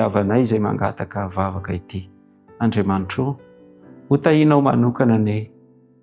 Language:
Malagasy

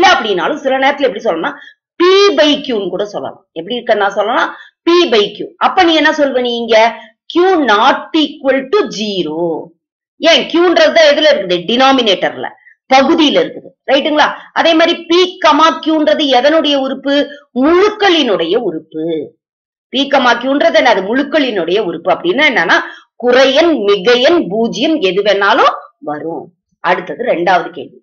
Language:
Tamil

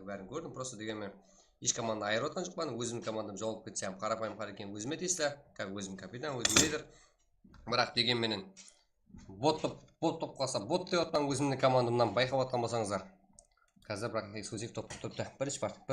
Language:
Kara-Kalpak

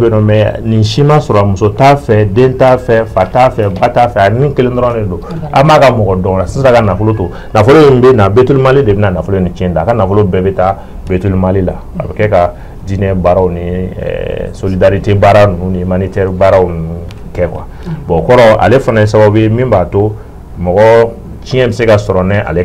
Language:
Bambara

